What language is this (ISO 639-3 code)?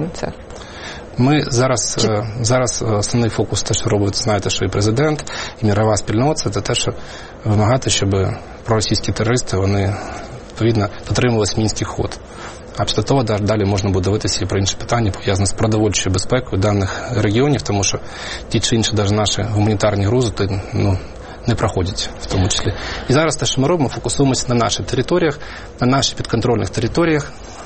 ukr